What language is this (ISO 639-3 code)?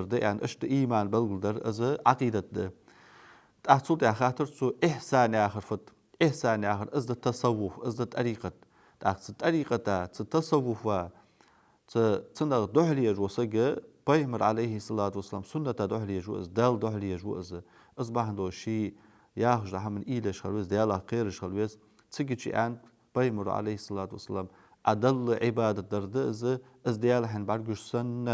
inh